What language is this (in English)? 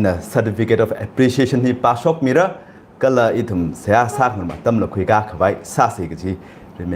Tangkhul Naga (India)